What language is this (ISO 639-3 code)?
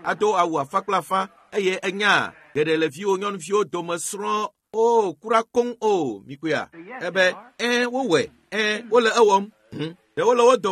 ewe